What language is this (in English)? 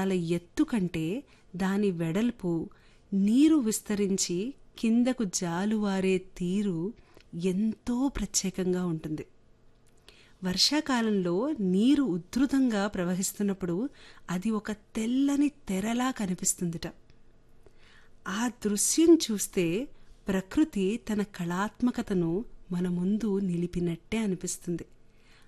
Telugu